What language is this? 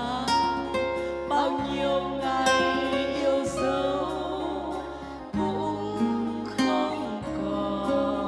Vietnamese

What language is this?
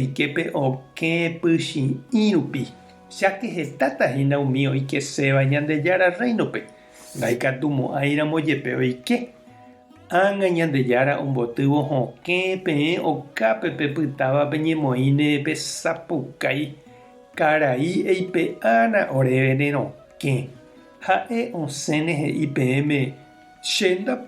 Guarani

